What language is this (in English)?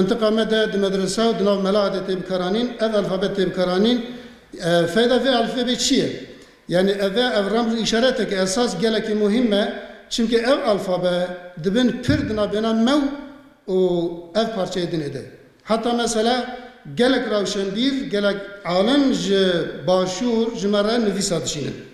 Kurdish